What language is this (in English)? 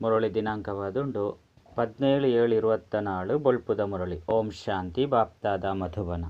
Tulu